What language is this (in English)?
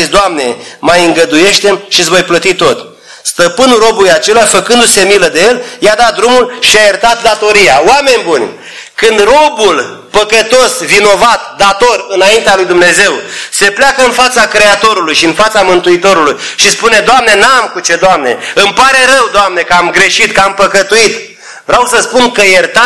Romanian